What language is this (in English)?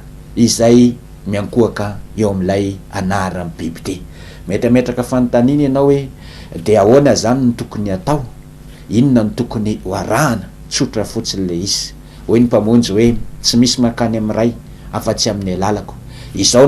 Malagasy